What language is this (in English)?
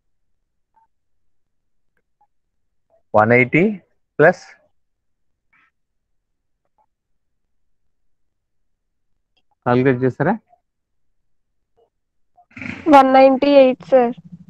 Telugu